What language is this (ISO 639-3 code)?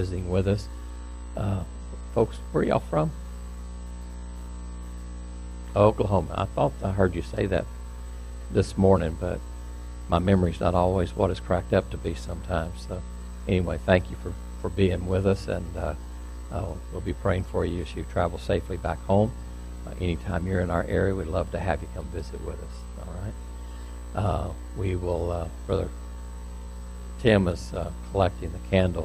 eng